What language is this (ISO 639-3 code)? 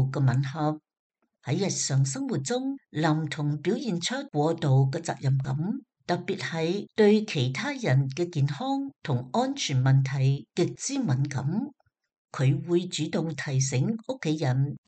yue